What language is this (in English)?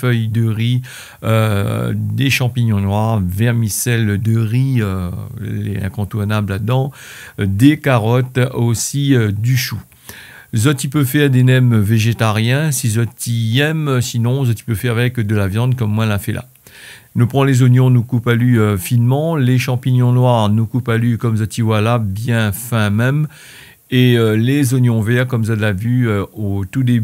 Réunion Creole French